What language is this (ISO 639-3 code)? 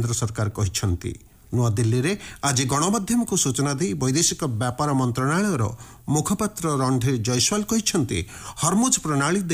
ori